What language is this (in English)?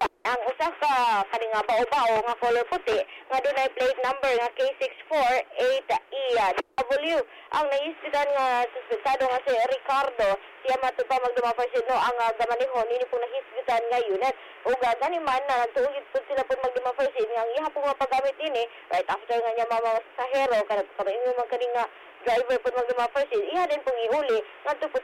Cebuano